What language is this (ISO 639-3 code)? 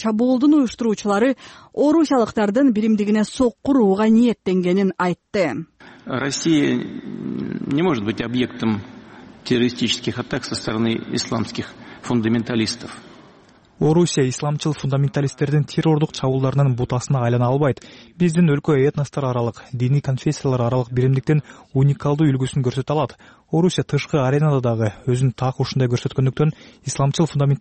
kir